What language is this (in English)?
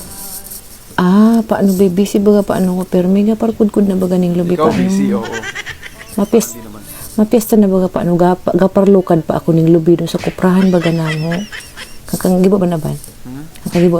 Bikol